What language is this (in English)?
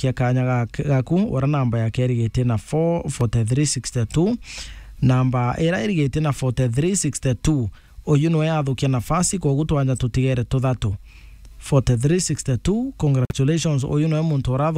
Meru